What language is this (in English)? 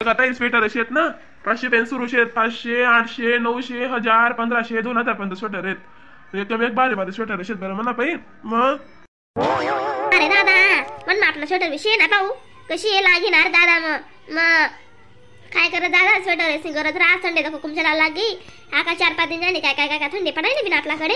Khandesi